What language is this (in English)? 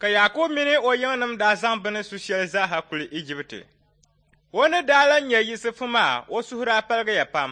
Dagbani